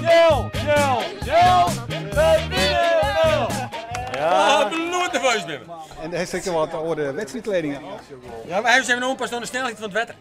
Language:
Western Frisian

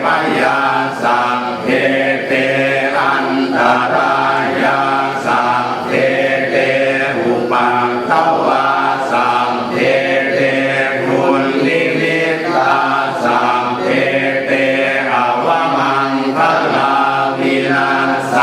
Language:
Pali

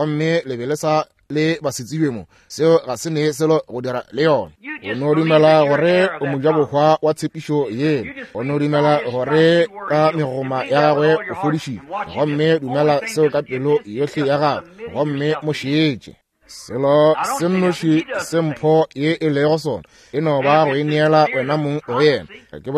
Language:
Northern Sotho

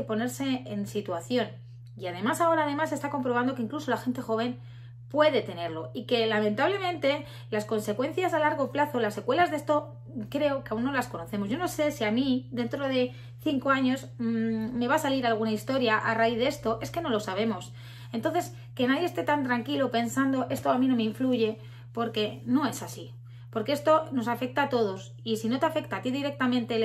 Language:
Spanish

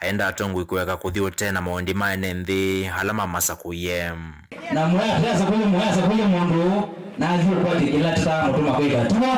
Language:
Kamba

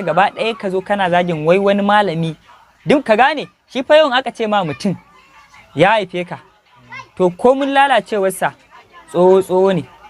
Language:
Hausa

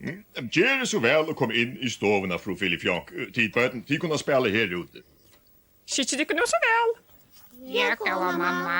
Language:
Faroese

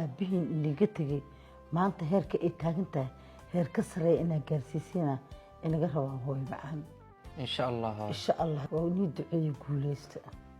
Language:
Somali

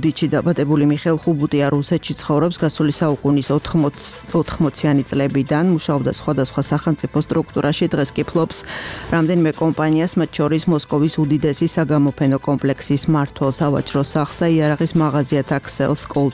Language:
Georgian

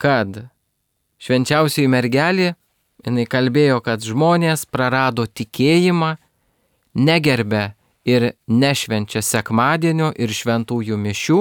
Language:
Lithuanian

